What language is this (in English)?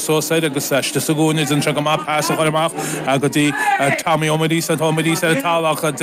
Irish